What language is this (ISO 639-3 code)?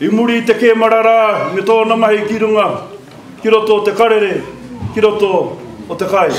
mri